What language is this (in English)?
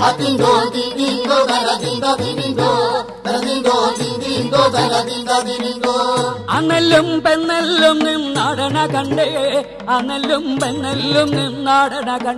Malayalam